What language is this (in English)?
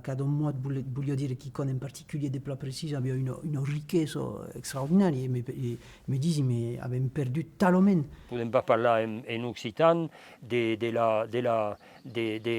Occitan